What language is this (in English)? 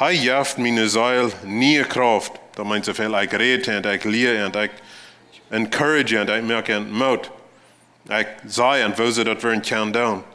Plautdietsch